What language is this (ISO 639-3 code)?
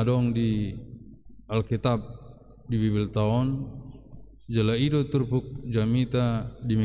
bbc